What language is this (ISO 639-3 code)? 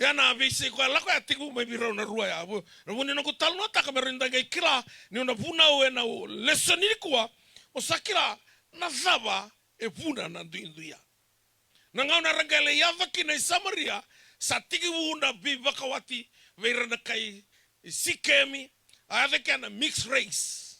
fij